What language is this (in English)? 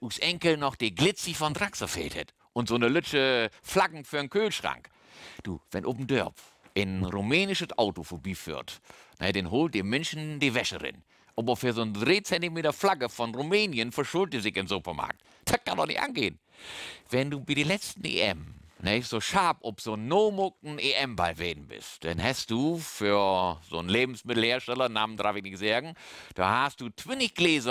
Low German